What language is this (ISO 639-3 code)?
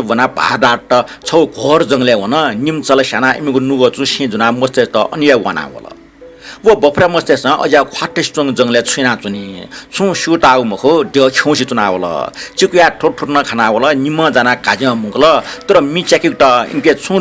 new